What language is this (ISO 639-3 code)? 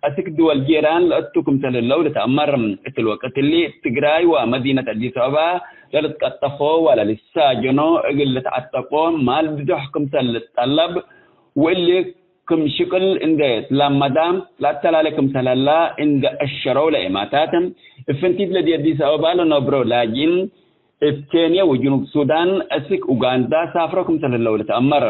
tig